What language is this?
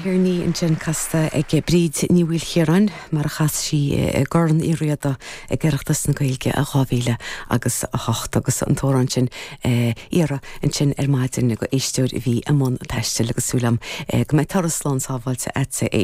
Irish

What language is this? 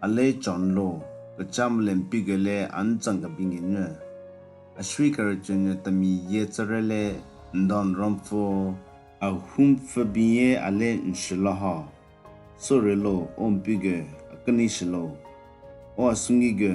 Southern Rengma Naga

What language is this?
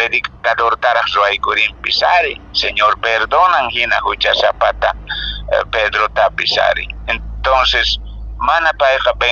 Quechua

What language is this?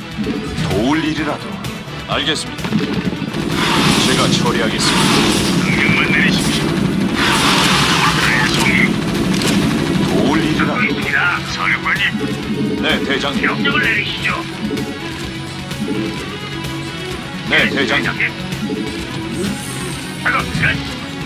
Korean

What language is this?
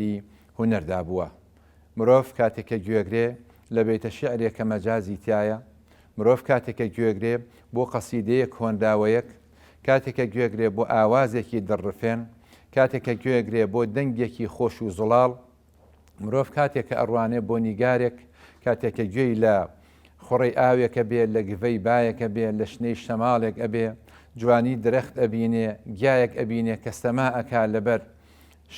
Central Kurdish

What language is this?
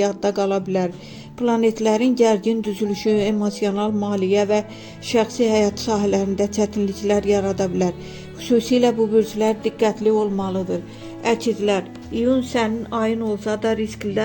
Azerbaijani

